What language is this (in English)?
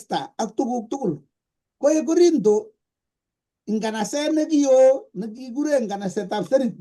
Kalenjin